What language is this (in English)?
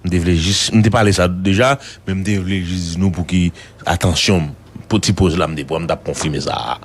Haitian Creole